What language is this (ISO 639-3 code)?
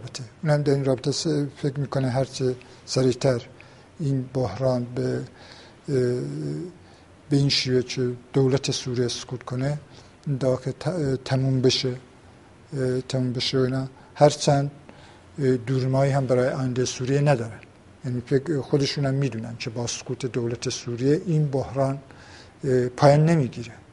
fas